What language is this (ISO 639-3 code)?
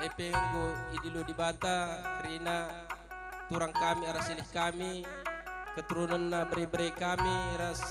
btx